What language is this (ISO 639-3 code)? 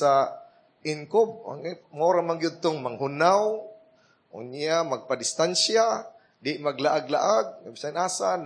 ceb